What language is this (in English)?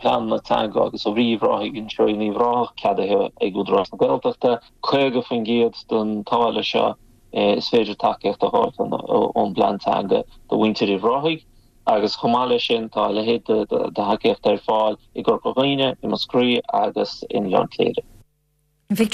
Irish